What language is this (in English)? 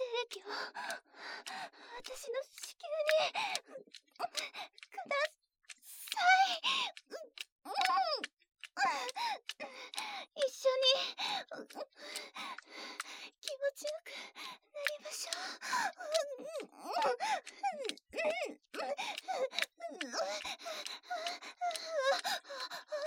Japanese